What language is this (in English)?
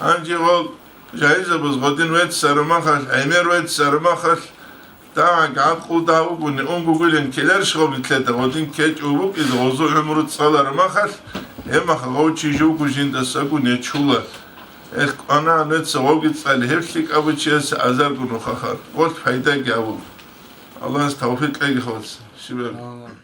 Avaric